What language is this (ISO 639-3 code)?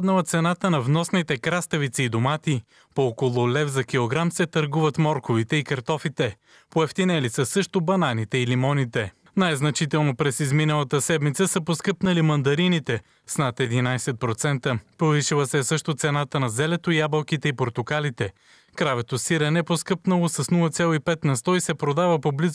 bul